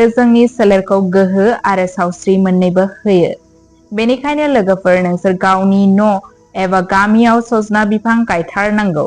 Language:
Bodo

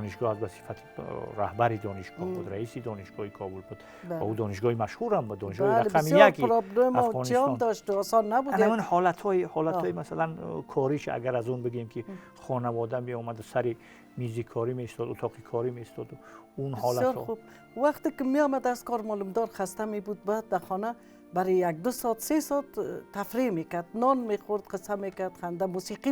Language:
Tajik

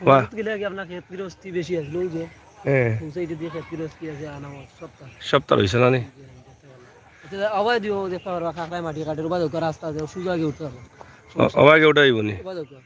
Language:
Sylheti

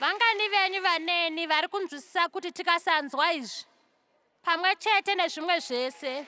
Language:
Shona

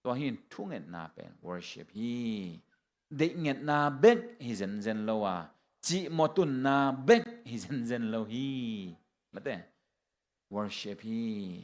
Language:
Tedim Chin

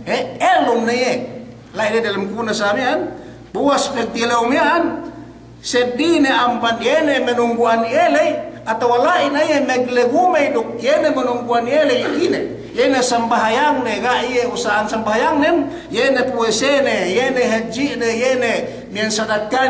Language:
Yakan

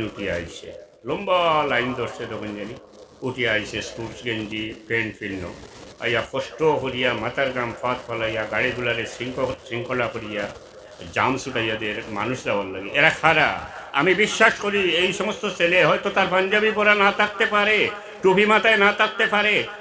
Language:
Sylheti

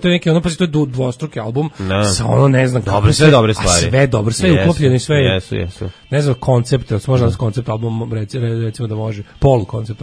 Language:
Serbian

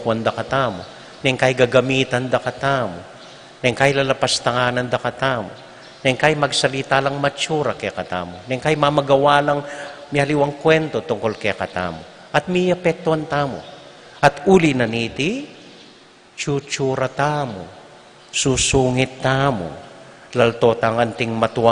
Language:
Pampanga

